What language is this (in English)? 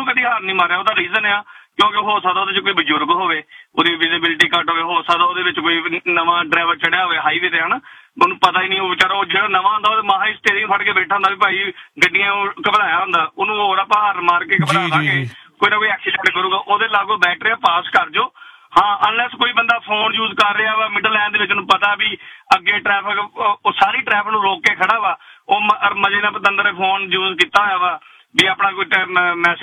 Punjabi